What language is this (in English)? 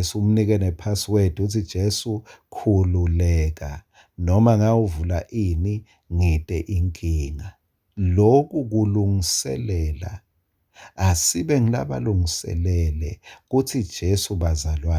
Swati